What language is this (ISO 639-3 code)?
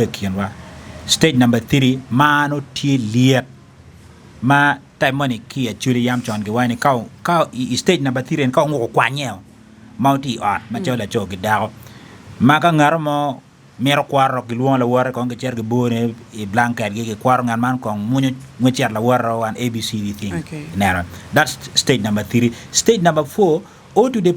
ach